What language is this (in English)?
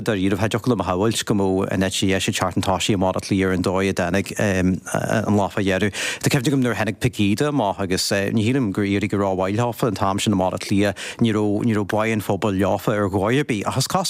Irish